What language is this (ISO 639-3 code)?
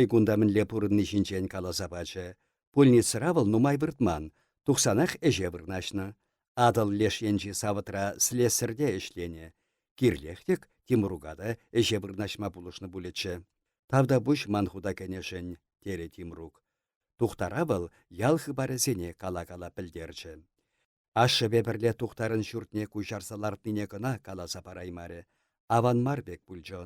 chv